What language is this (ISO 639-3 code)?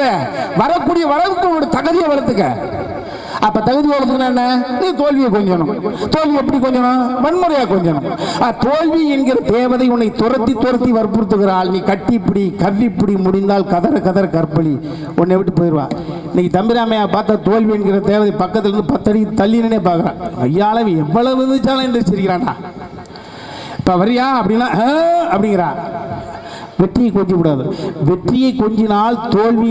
tam